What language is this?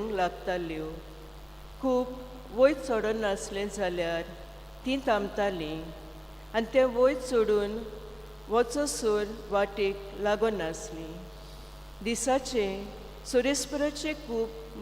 Konkani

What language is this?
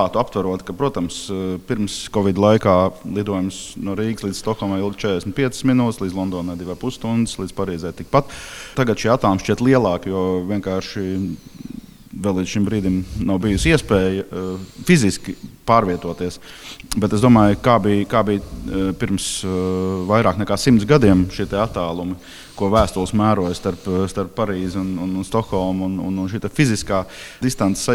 Latvian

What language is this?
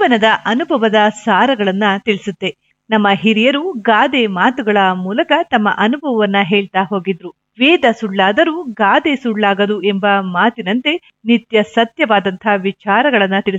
Kannada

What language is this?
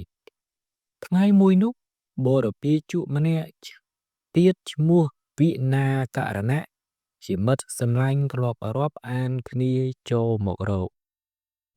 Khmer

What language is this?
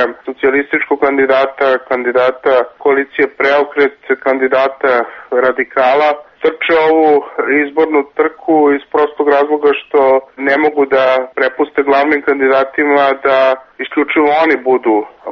Serbian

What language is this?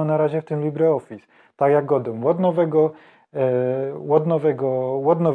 Silesian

